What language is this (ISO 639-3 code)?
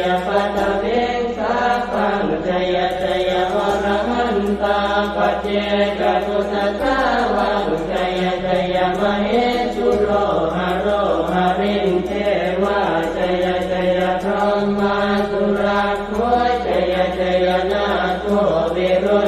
pli